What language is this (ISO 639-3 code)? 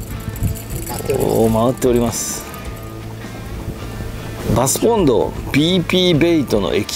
jpn